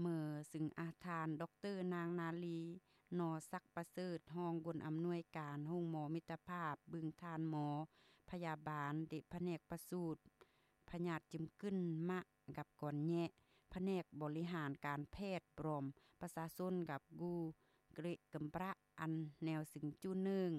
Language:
Lao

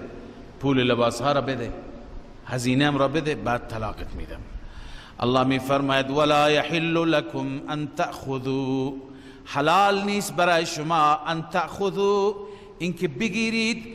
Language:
Persian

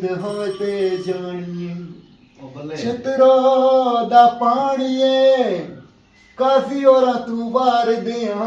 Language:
Pahari-Potwari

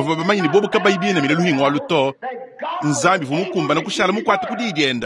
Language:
Luba-Lulua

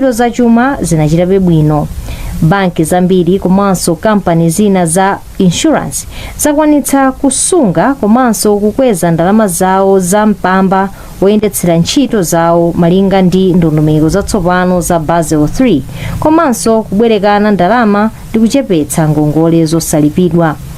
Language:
Nyanja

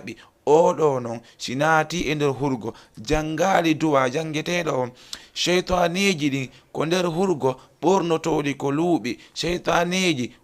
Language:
Fula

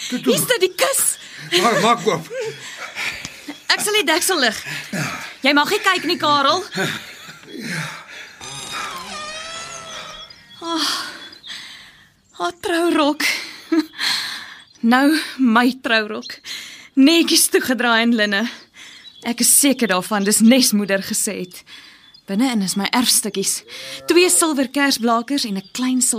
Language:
Afrikaans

